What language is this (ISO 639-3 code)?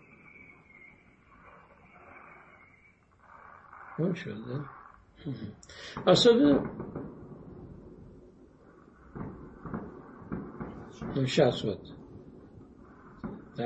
rus